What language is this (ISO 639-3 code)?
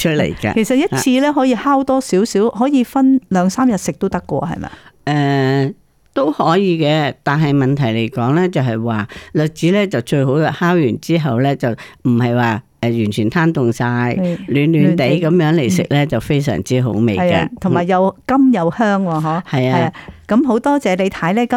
yue